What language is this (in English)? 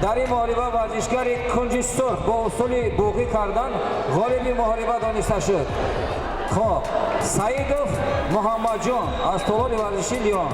Tajik